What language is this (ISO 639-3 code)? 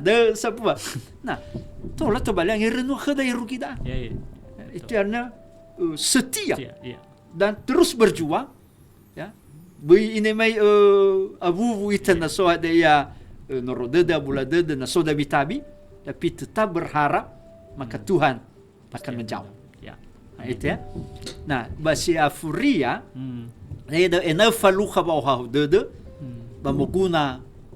nia